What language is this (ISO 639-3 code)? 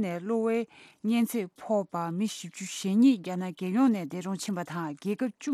bod